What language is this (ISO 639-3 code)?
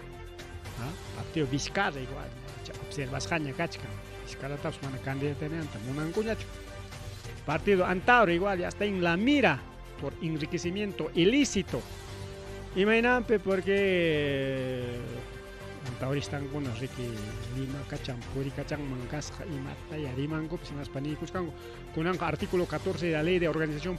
quy